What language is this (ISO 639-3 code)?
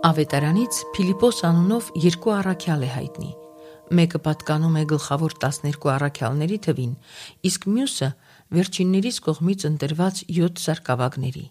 hye